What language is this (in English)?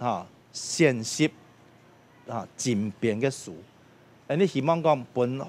Hakka Chinese